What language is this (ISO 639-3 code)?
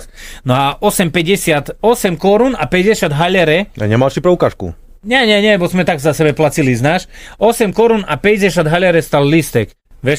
slk